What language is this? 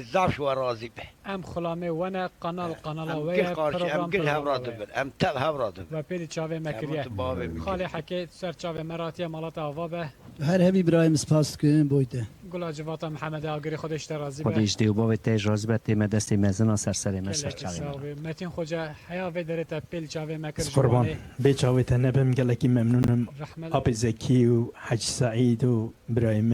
Kurdish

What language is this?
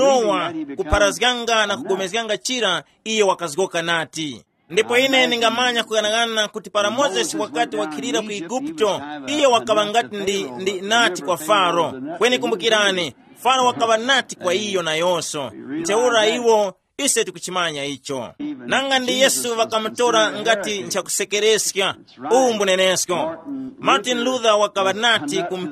Tumbuka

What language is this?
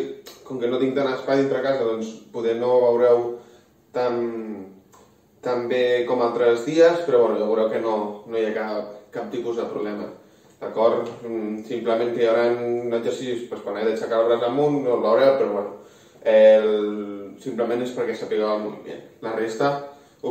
Catalan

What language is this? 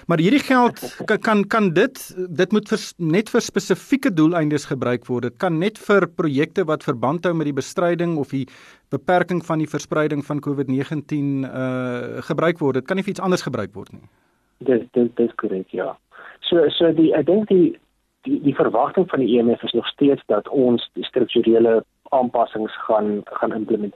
Afrikaans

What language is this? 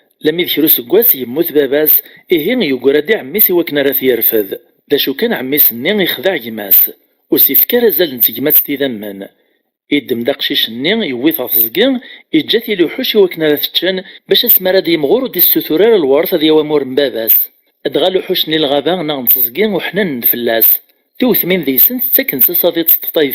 Kabyle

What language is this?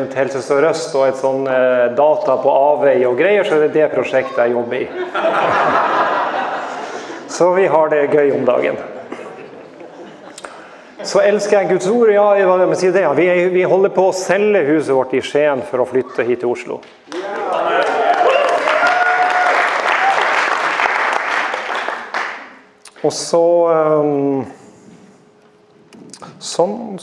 Norwegian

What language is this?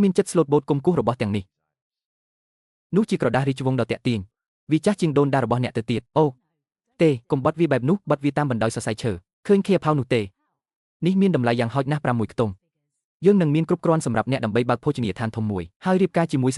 Khmer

